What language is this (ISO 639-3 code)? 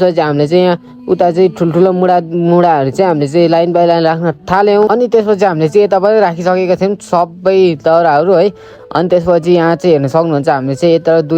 nep